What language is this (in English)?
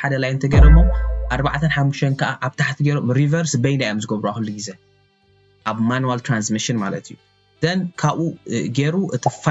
Tigrinya